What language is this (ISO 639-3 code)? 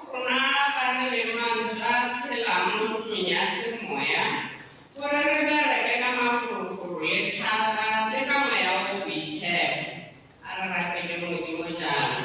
tsn